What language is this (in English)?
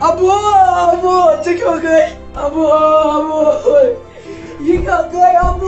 Kashmiri